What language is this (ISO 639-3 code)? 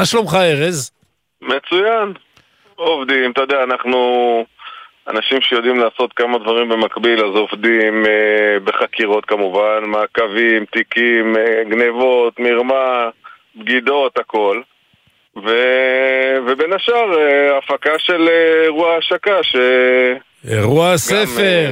heb